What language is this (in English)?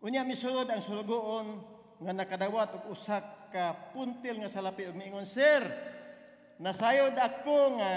Cebuano